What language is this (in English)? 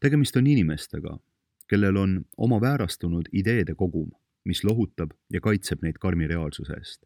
Estonian